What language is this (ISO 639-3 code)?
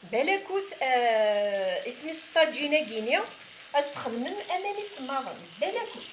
kab